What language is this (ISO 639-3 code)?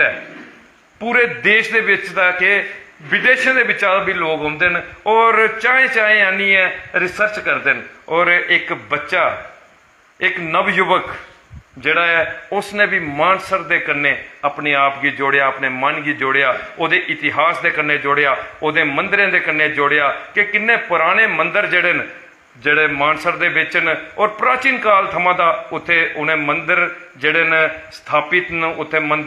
doi